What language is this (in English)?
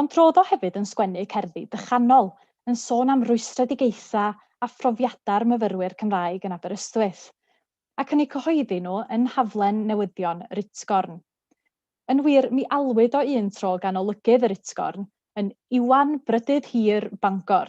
Welsh